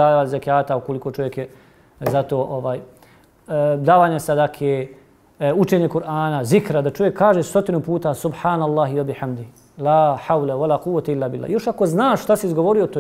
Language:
Bosnian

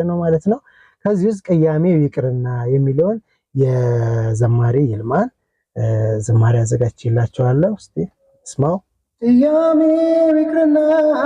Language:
Amharic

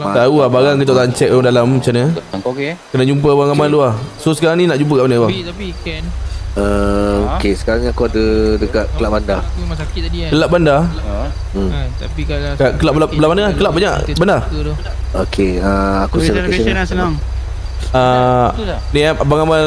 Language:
Malay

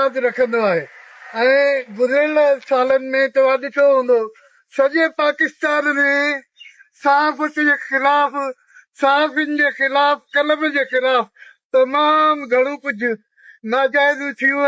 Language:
Sindhi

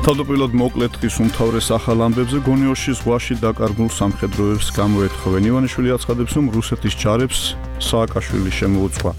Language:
Georgian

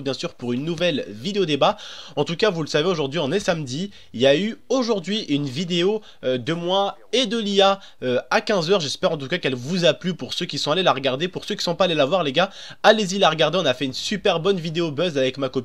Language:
French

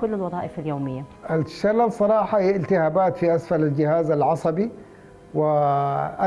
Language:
Arabic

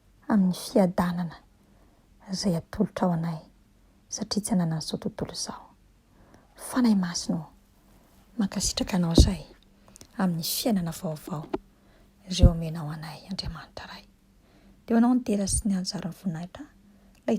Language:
Malagasy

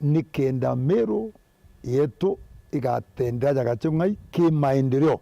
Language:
Meru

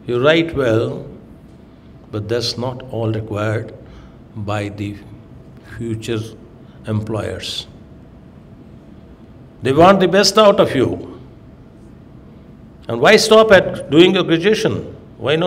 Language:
English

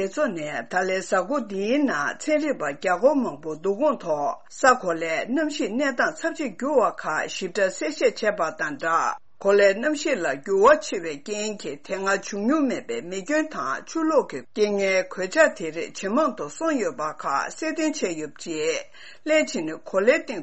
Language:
Tibetan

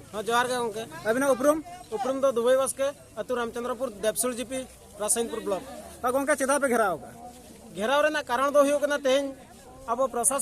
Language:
Santali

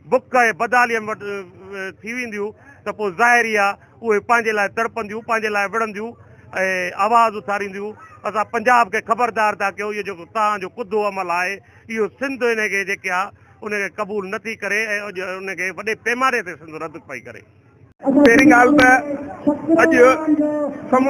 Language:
Sindhi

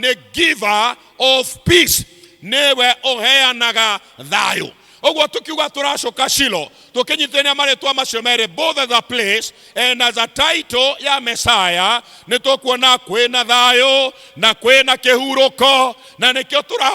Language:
Kikuyu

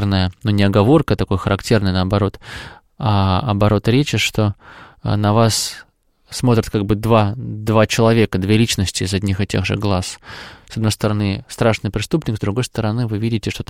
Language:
Russian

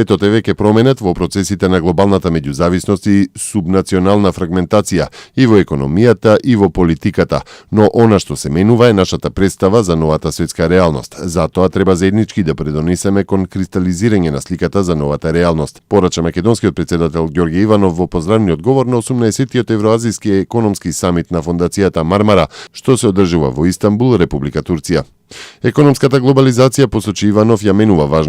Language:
Macedonian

